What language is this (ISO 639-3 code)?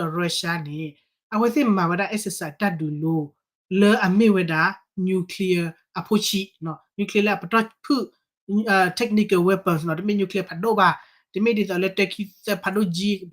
ksw